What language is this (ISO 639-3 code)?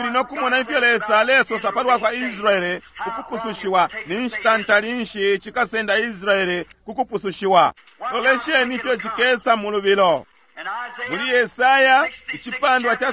bem